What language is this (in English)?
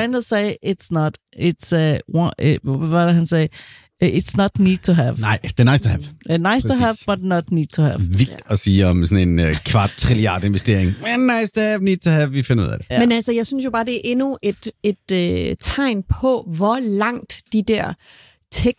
Danish